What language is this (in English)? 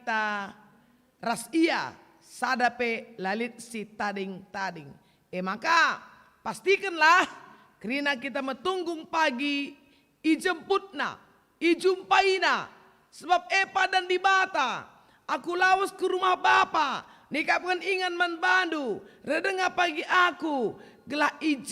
Batak Karo